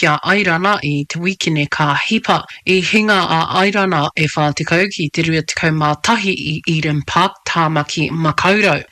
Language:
Māori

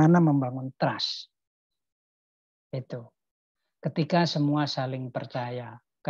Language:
Indonesian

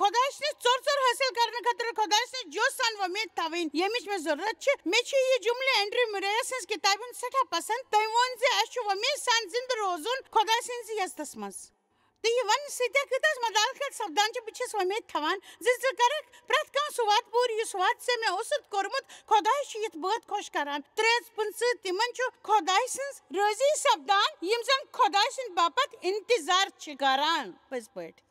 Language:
Kashmiri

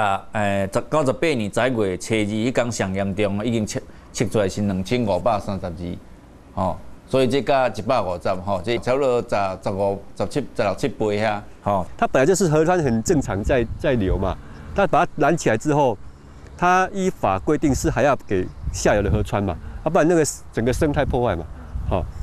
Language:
Chinese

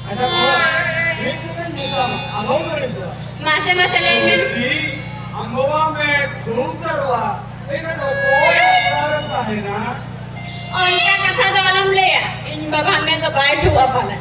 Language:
Santali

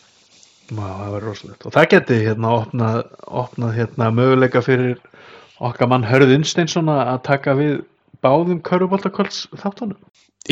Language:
Icelandic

